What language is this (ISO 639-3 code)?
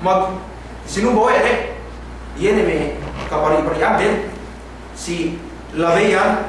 yka